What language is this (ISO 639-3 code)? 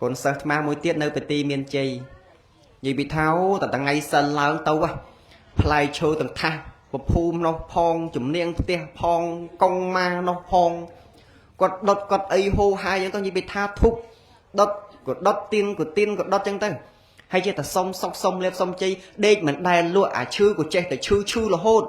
khm